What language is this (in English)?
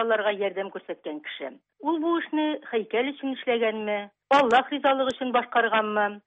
Tatar